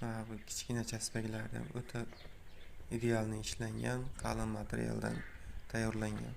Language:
Uzbek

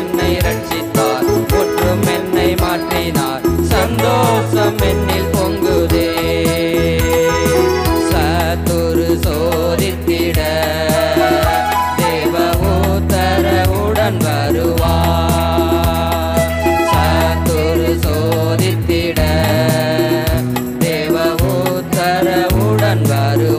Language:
Tamil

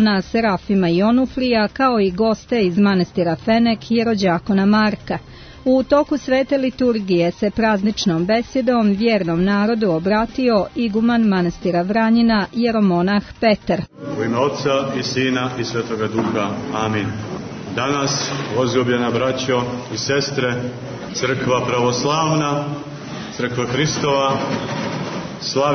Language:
Serbian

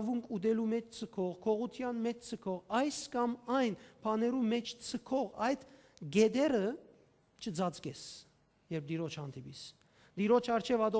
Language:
Western Armenian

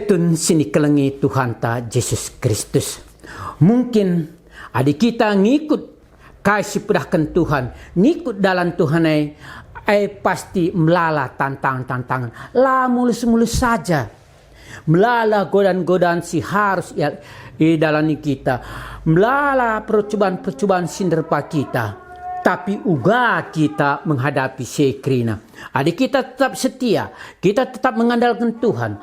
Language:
Batak Karo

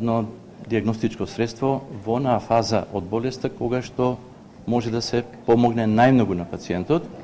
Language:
Macedonian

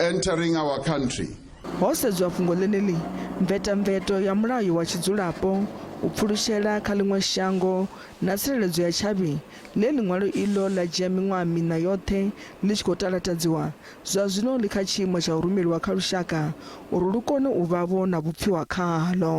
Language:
Venda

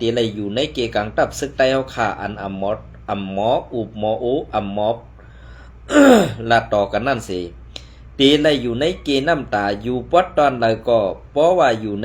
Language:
Shan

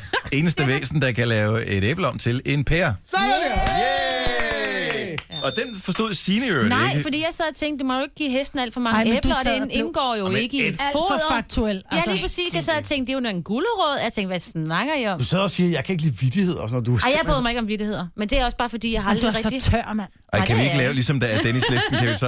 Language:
Danish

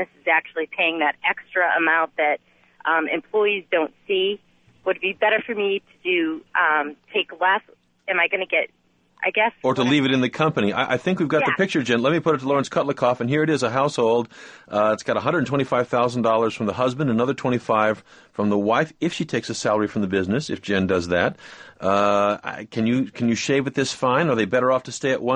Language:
English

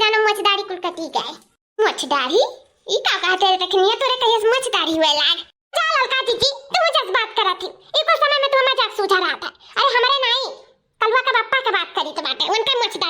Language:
Awadhi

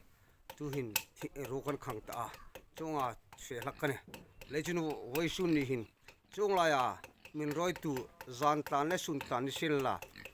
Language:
Hmar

